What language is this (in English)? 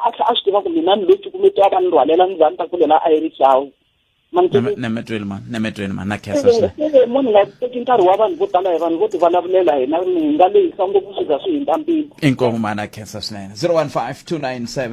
Tsonga